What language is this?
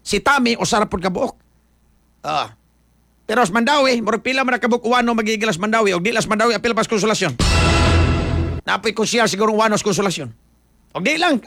Cebuano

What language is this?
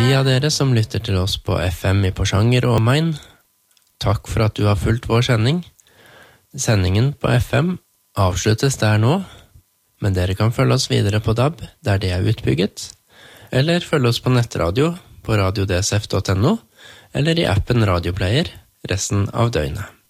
Norwegian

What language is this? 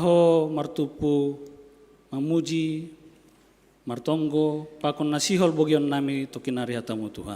Batak Simalungun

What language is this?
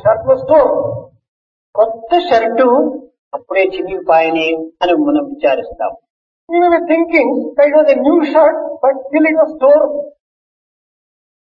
Telugu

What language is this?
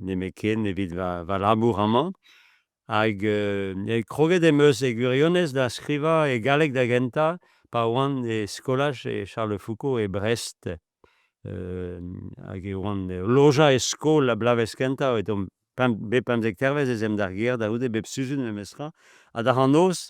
Breton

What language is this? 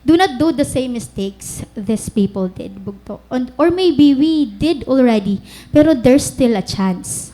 Waray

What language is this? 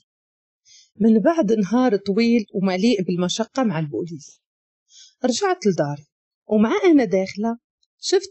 Moroccan Arabic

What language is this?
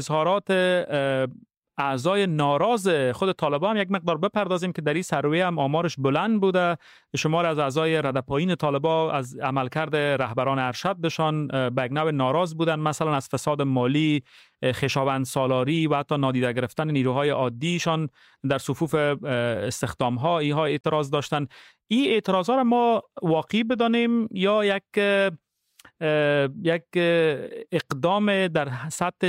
Persian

